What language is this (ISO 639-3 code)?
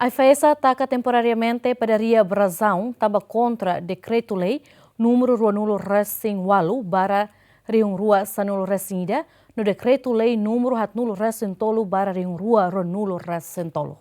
tet